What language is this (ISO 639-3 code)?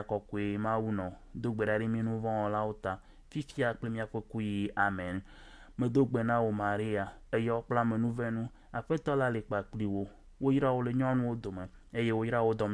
ewe